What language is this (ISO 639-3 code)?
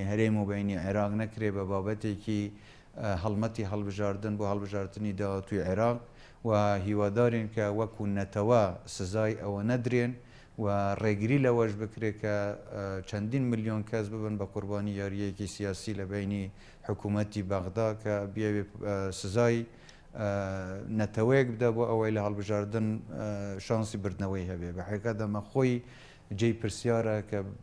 ckb